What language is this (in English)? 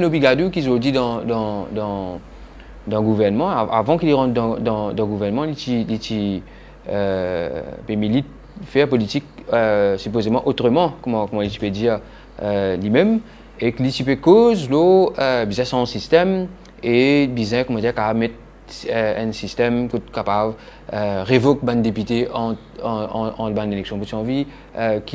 Morisyen